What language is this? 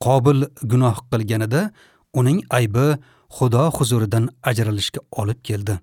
Uzbek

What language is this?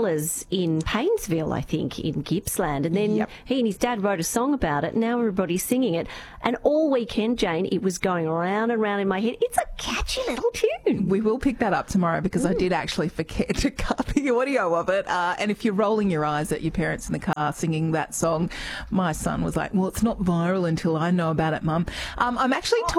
English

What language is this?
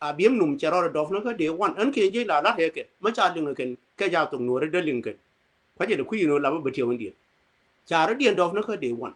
Nuer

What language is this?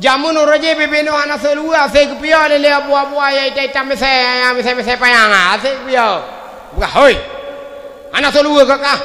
Achinese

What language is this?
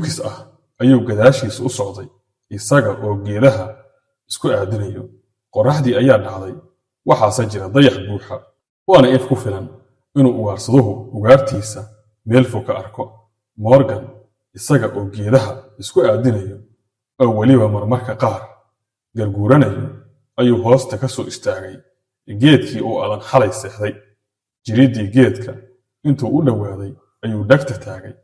Somali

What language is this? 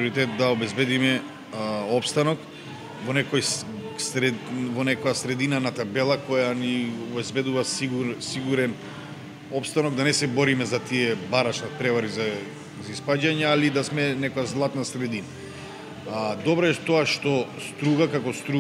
Macedonian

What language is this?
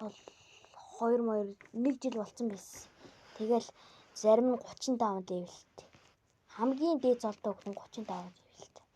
Mongolian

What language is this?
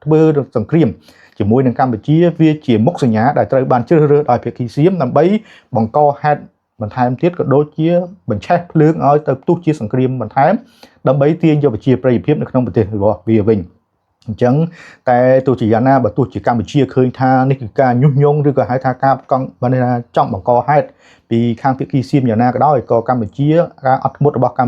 Khmer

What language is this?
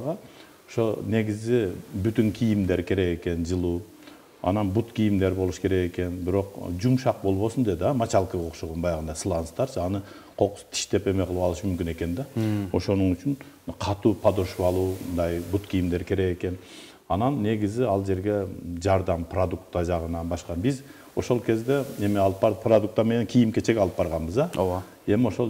Kyrgyz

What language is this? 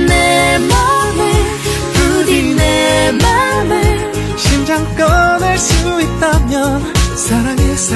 Korean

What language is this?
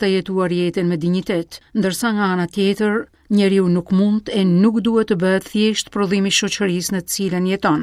Albanian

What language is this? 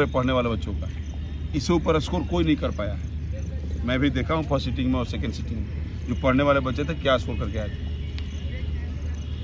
Hindi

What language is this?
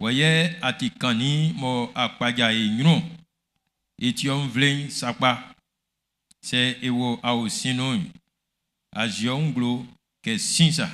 Baoulé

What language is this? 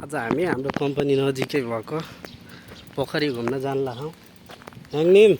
Nepali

